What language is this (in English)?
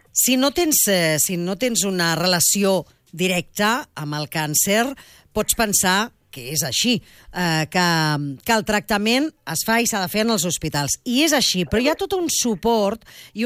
Catalan